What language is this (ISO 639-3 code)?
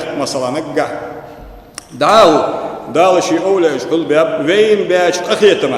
inh